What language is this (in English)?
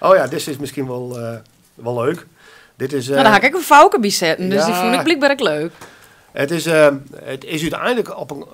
Western Frisian